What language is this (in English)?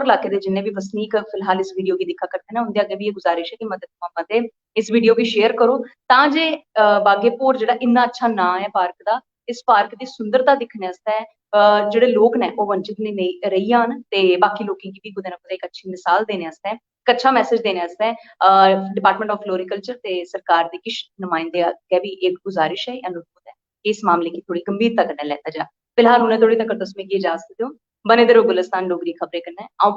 Dogri